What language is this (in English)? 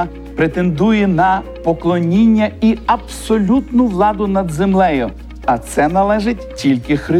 Ukrainian